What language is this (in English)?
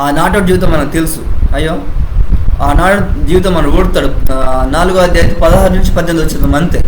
Koya